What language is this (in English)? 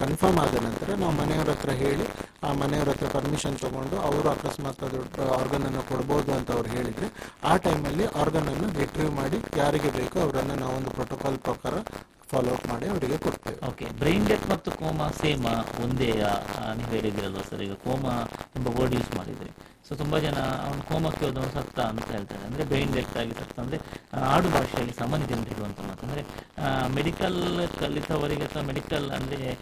Kannada